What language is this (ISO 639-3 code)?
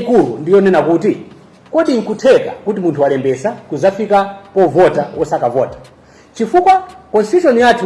nya